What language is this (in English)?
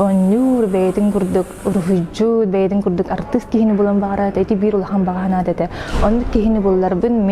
Yakut